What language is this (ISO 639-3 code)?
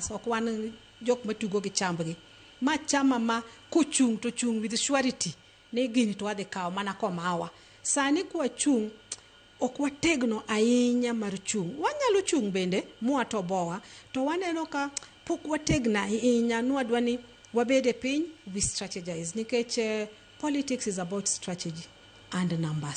luo